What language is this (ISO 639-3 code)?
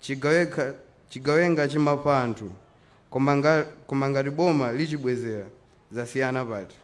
nya